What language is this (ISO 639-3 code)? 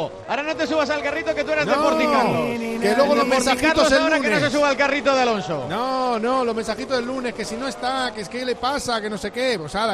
spa